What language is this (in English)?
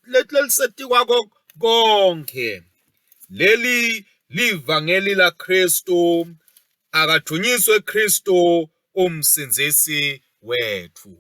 Swati